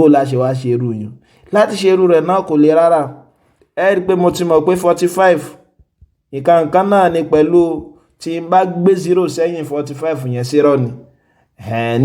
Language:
Yoruba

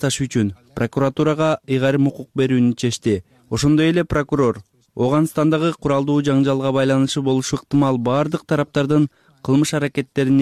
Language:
Kyrgyz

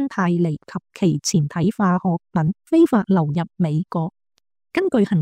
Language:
Cantonese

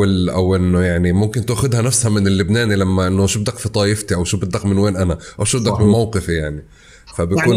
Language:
North Levantine Arabic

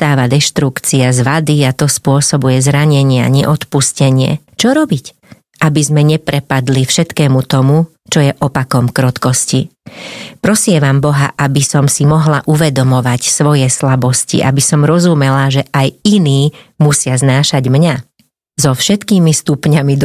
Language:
Slovak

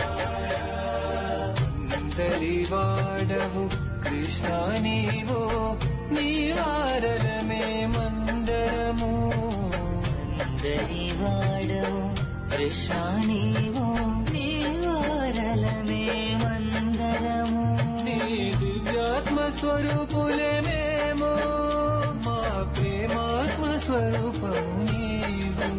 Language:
Telugu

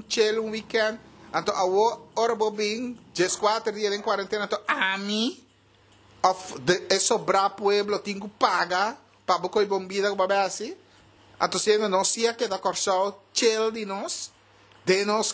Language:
Papiamento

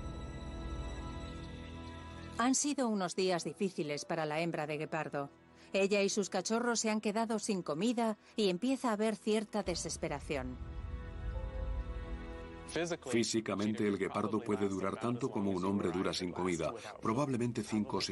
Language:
Spanish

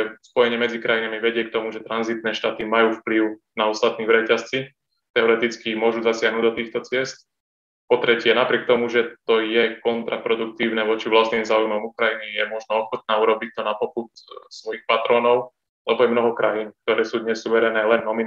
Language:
Slovak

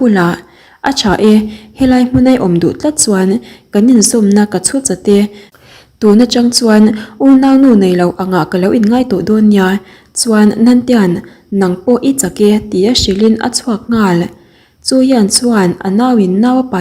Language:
Mizo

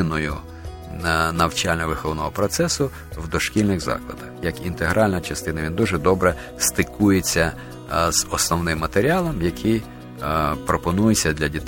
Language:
Ukrainian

